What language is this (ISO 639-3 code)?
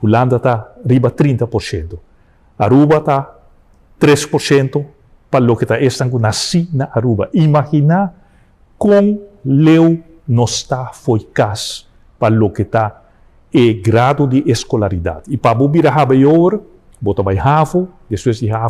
pap